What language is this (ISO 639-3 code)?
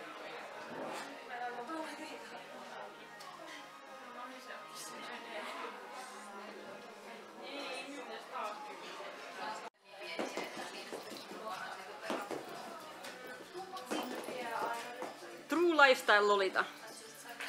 fin